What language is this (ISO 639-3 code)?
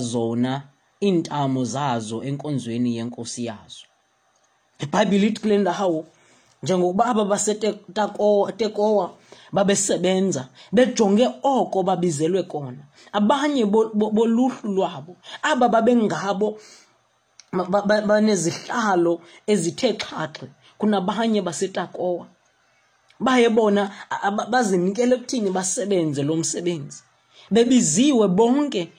xho